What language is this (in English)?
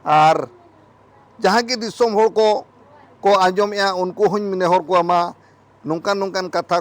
Santali